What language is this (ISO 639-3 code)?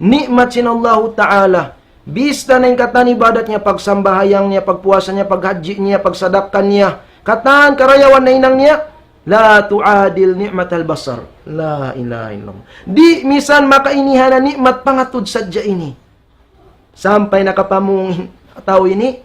tsg